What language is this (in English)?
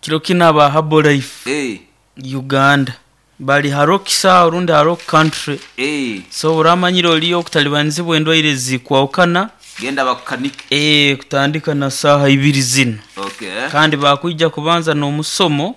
Nyoro